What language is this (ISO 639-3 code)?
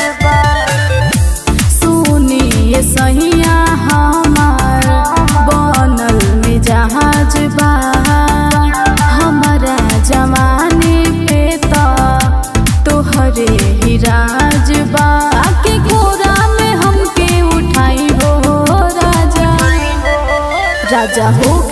bho